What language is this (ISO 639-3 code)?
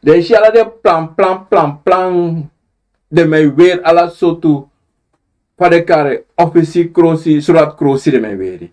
srn